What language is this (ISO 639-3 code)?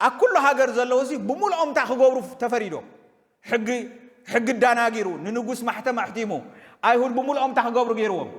tir